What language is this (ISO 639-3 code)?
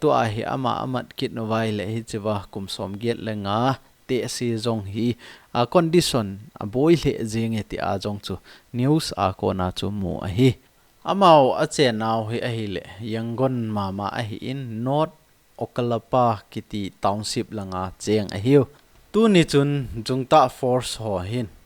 tcz